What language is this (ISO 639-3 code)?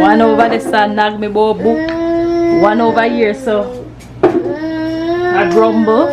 jam